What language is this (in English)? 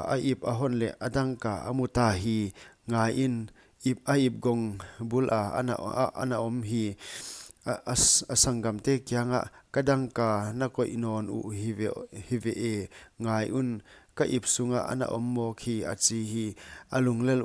Paite Chin